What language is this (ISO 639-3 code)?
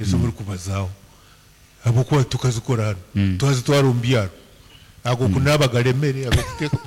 nyn